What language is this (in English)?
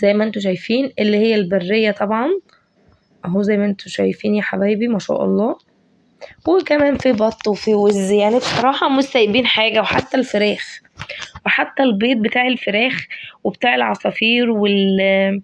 Egyptian Arabic